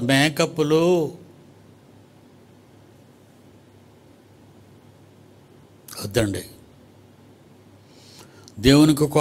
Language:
Telugu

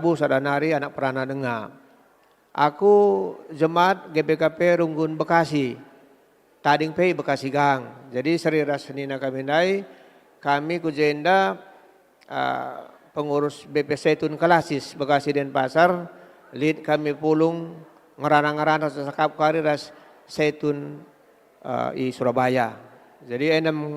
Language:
Batak Karo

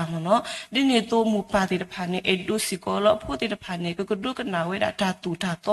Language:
S'gaw Karen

